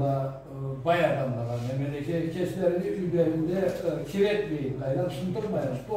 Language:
Karachay-Balkar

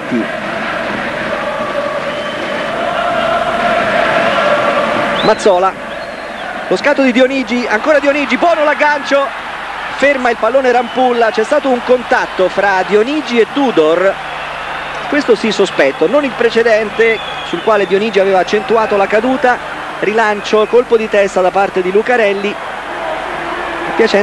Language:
Italian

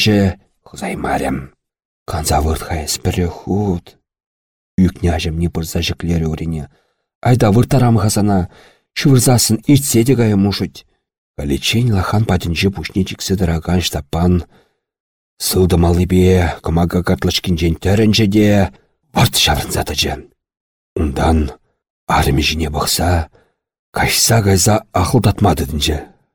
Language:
Chuvash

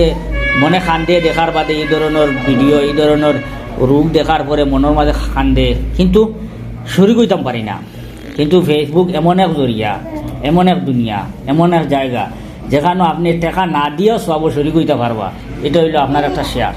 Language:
Sylheti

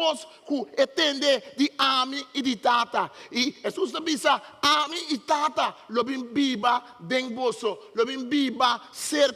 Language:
Papiamento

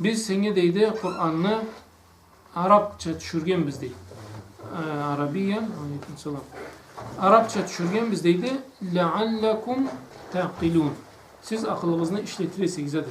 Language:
Karachay-Balkar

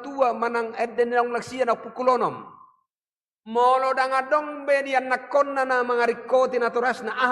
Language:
Batak Toba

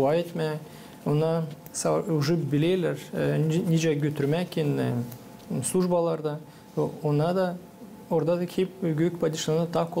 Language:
Gagauz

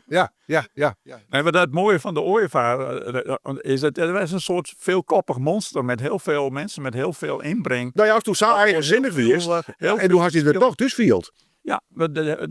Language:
Western Frisian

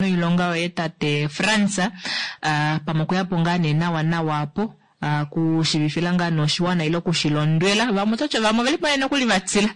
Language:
Kuanyama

